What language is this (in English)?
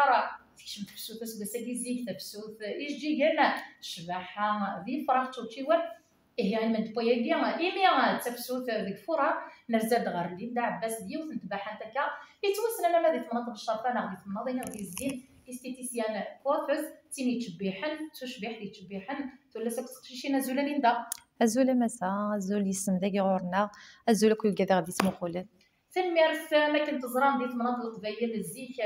Kabyle